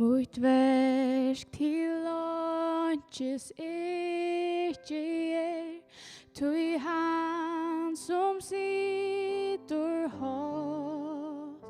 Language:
Faroese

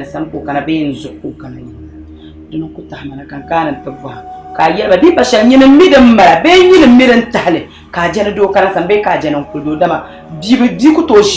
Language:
Dagbani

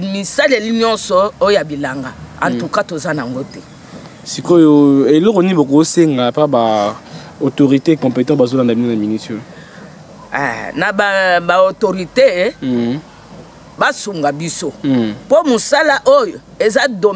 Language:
Lingala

